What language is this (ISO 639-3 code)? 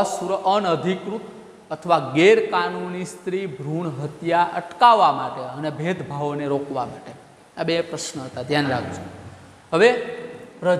guj